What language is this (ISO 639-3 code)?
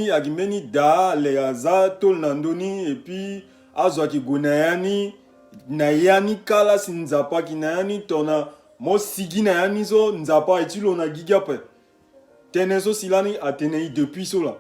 sag